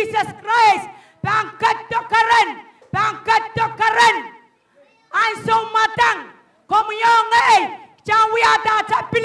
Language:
Pohnpeian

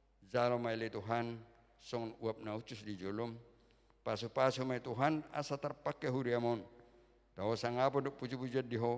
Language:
Batak Toba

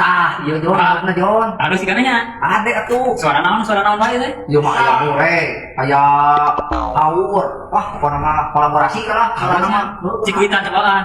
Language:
Sundanese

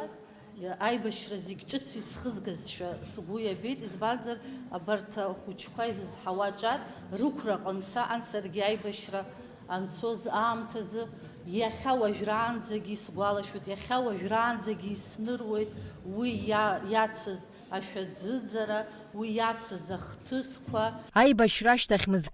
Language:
Abkhazian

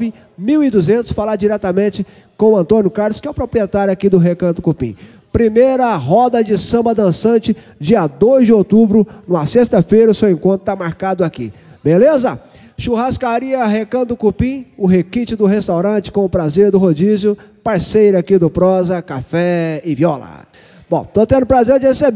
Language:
Portuguese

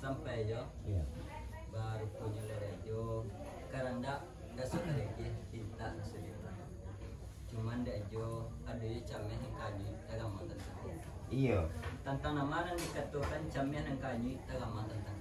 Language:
Minangkabau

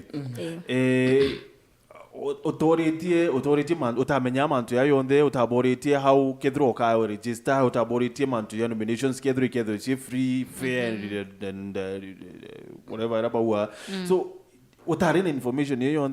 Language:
Meru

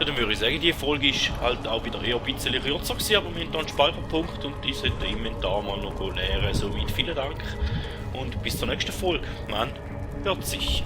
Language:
Swiss German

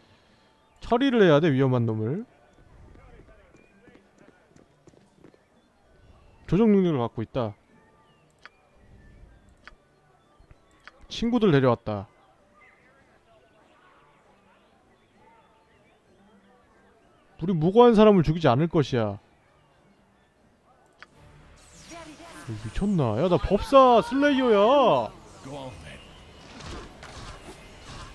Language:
Korean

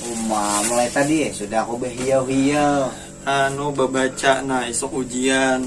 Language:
Banjar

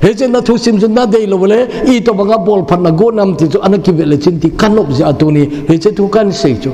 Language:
Thado Chin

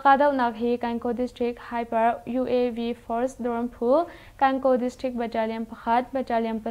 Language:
Hakha Chin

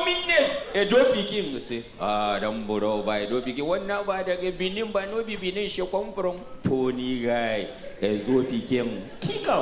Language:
Nigerian Pidgin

